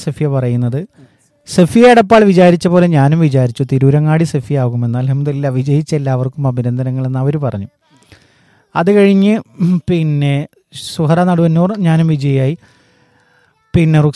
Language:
Malayalam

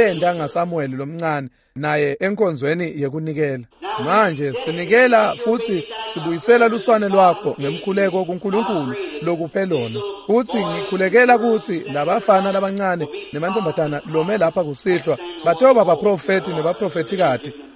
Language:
Swati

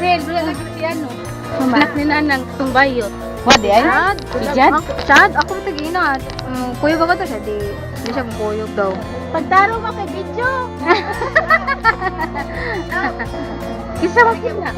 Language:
Cebuano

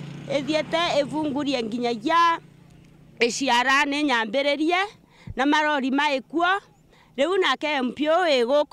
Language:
Meru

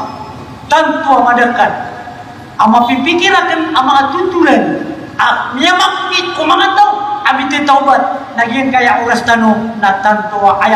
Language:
Maranao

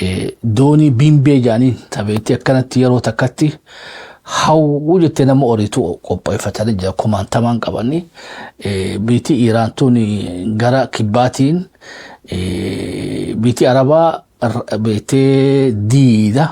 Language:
Oromo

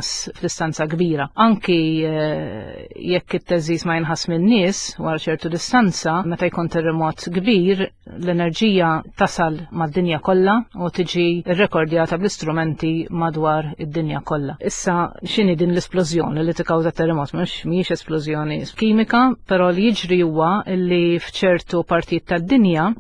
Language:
Maltese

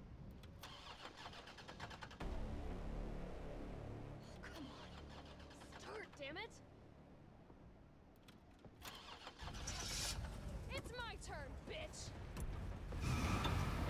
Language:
English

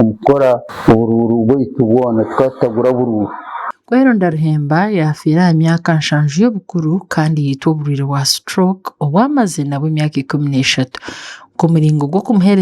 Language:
Nyankole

